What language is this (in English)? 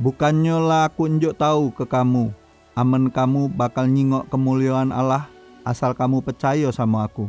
Musi